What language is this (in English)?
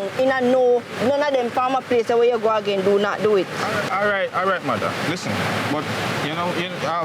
Jamaican Creole English